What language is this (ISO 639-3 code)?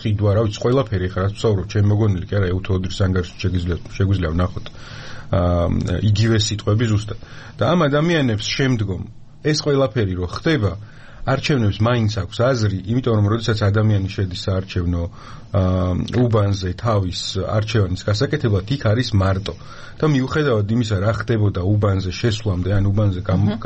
kat